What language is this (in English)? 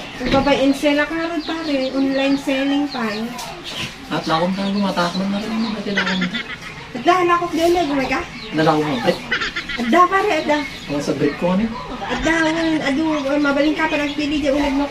Iloko